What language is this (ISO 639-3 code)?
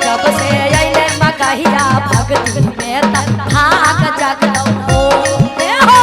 mag